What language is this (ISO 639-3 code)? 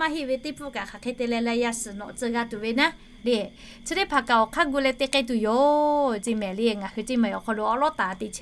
lhu